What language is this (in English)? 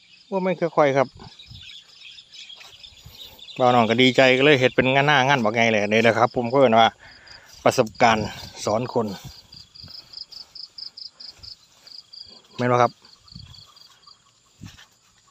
Thai